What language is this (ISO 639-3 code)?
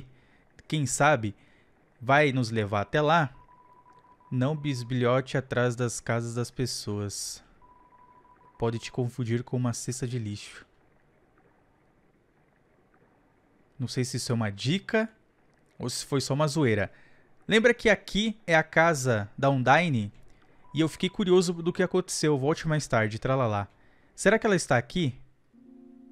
por